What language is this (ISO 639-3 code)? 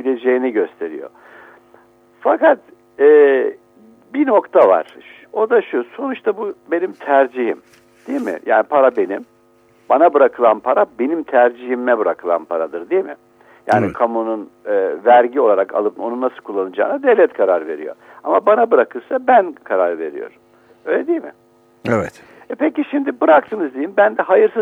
tur